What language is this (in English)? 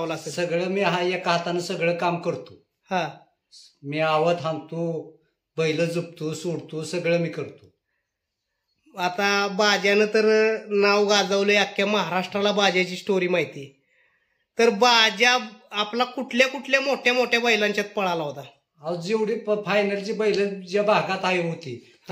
Marathi